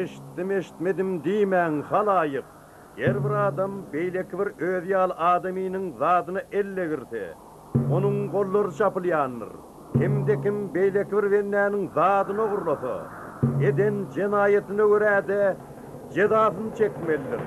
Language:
Turkmen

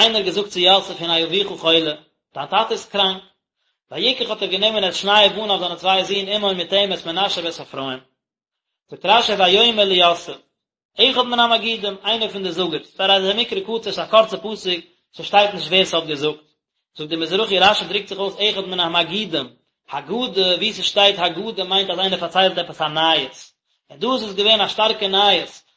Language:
Yiddish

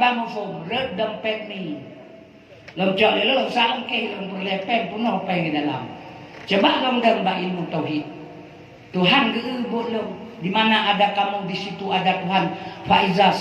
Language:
Achinese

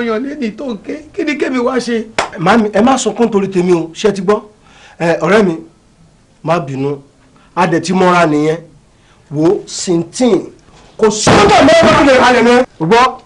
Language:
Yoruba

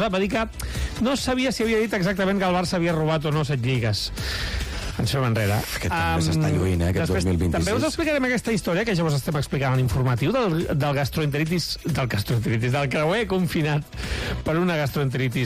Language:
Catalan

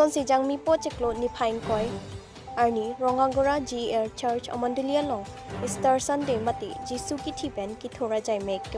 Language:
Karbi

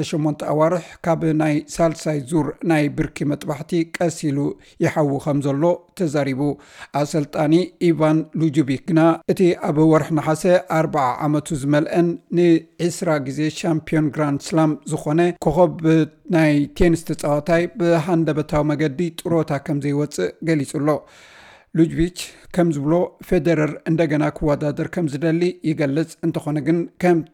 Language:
Tigrinya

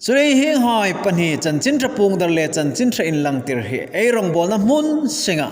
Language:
Hmar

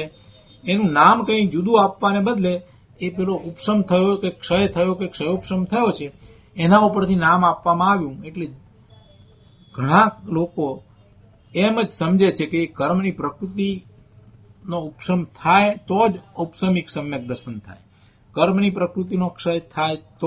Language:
Gujarati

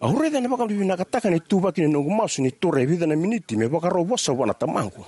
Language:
Fijian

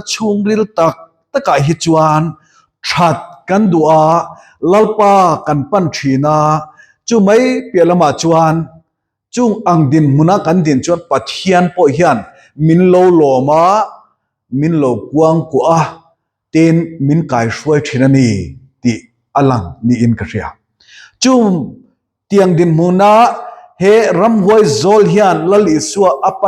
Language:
Mizo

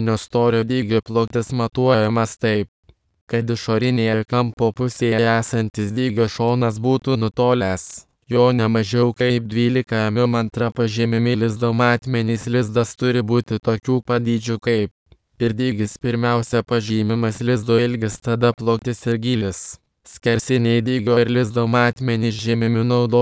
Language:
Lithuanian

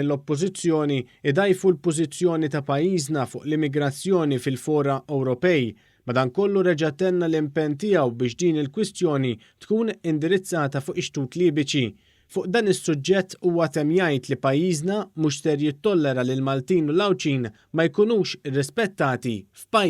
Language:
Maltese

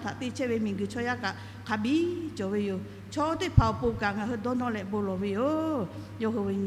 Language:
Lahu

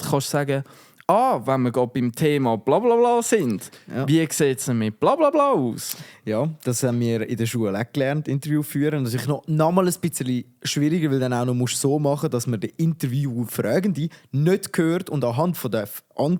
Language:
Swiss German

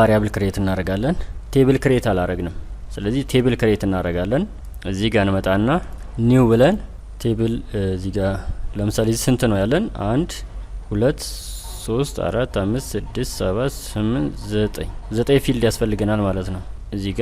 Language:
Amharic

